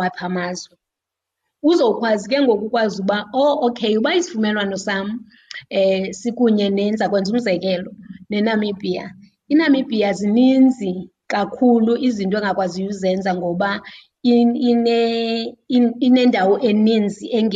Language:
Xhosa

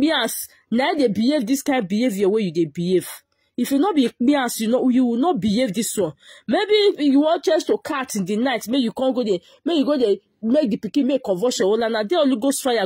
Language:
Nigerian Pidgin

